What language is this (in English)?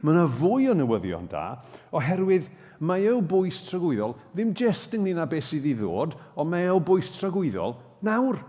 Welsh